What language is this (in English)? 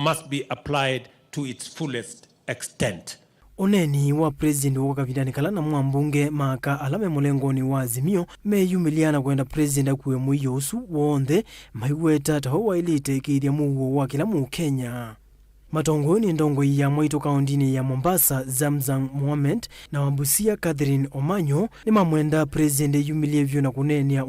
Kamba